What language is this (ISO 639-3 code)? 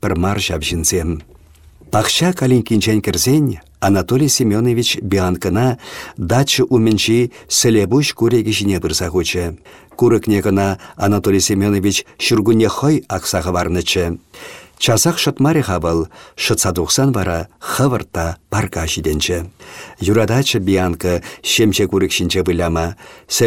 chv